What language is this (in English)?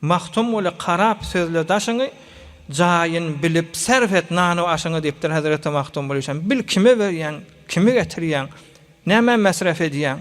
Turkmen